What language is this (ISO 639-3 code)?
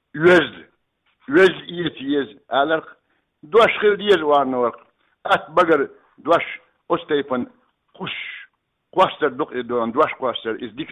che